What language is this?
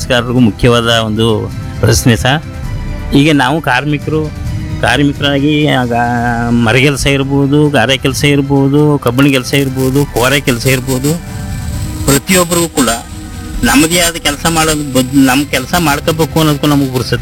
Kannada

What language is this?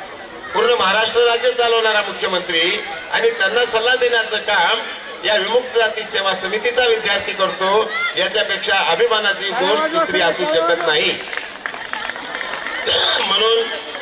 Marathi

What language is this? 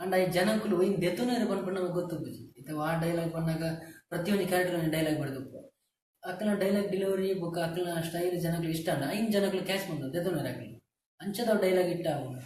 Tulu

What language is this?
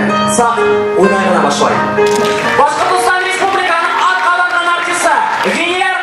Bashkir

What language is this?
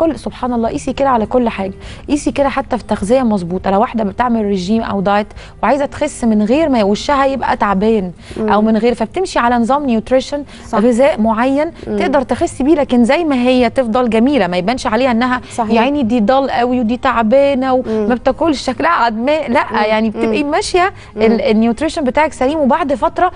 Egyptian Arabic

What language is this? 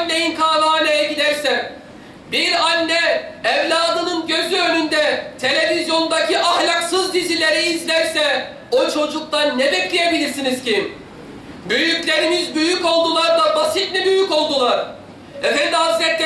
Turkish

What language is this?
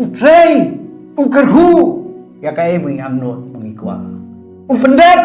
Khasi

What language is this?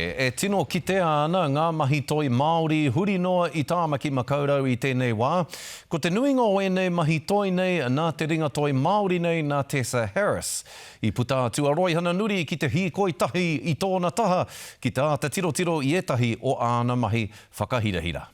Māori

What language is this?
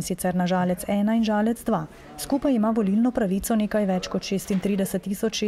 Slovenian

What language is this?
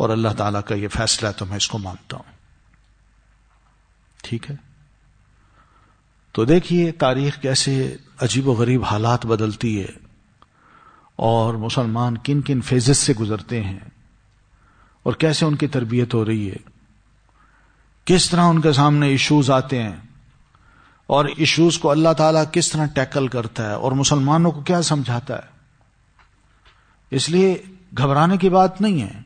Urdu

